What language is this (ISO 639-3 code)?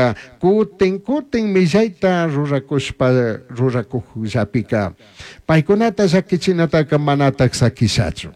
qug